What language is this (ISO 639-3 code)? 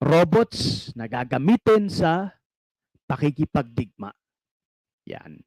bik